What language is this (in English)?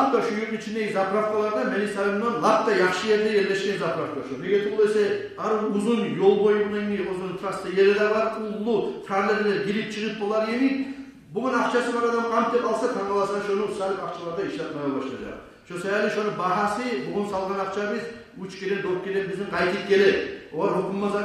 Kumyk